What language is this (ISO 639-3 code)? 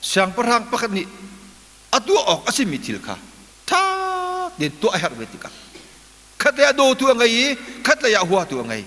cnh